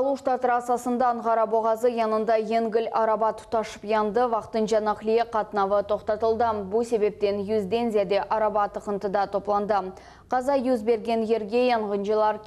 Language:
Crimean Tatar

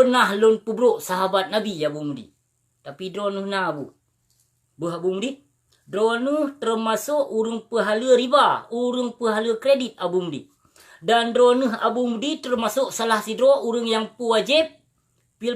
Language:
Achinese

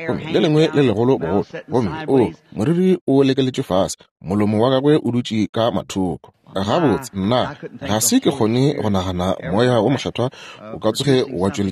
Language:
Northern Sotho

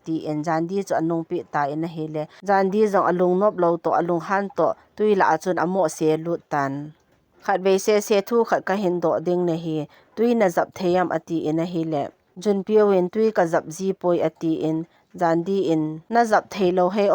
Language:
Thado Chin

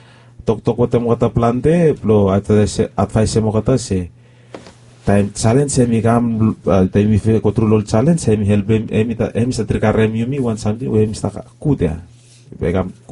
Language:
Bislama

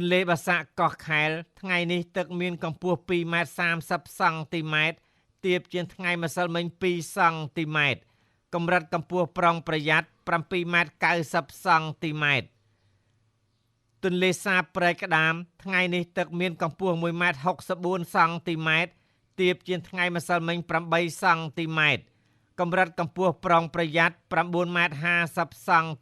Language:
Khmer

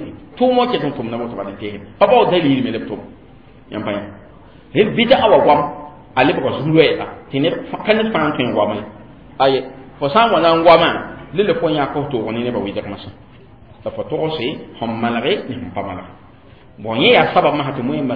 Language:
Mossi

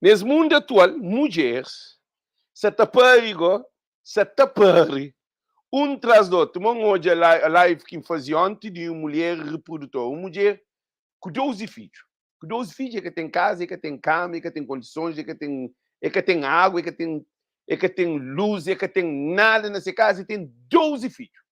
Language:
Kabuverdianu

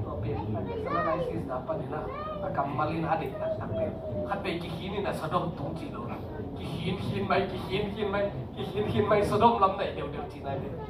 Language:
Tedim Chin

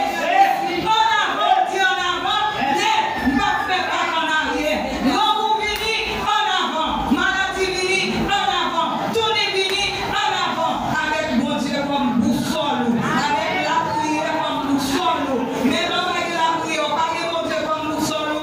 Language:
Haitian Creole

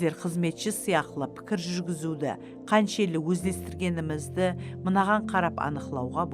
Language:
Kara-Kalpak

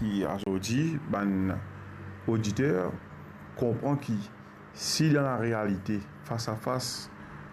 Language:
Morisyen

